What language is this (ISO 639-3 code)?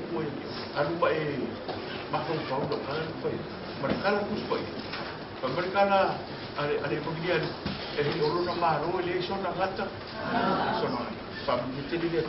smo